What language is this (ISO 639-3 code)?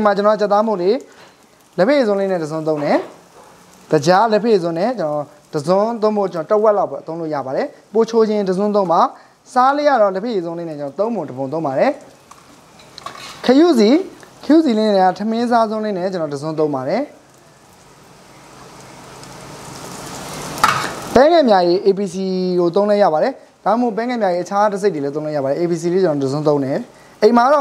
mya